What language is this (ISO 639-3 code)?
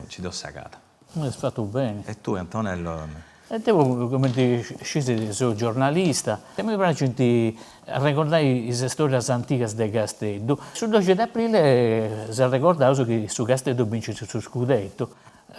srd